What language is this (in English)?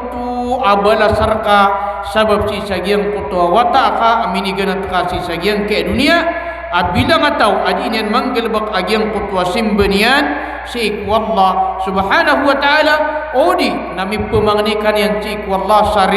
Maranao